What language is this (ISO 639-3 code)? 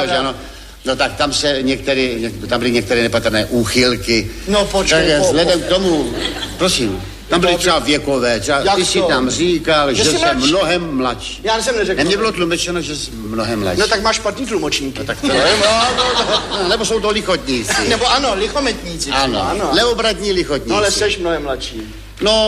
ces